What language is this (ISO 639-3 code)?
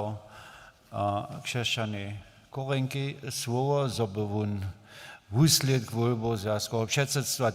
hsb